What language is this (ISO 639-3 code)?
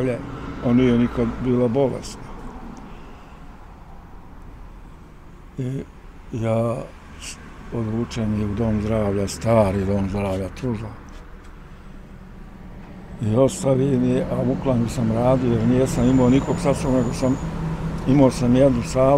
bos